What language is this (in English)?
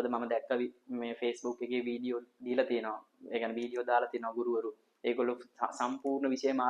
Sinhala